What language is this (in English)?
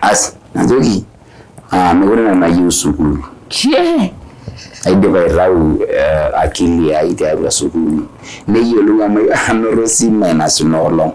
Masai